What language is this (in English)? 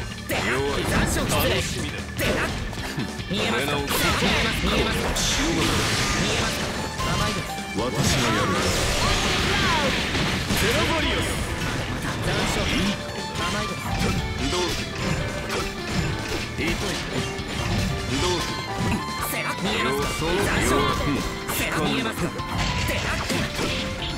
Japanese